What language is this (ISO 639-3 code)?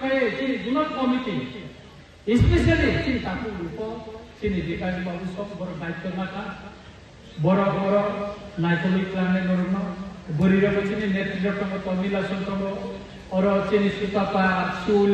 trp